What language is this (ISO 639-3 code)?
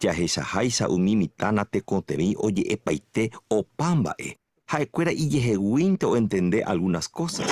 grn